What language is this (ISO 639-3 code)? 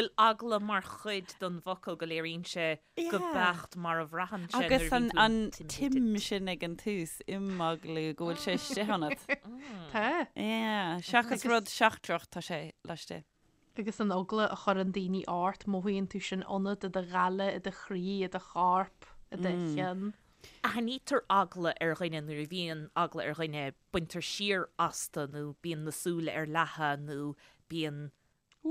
gle